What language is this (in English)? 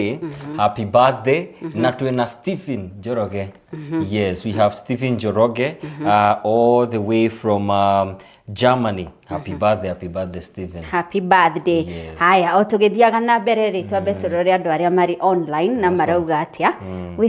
Kikuyu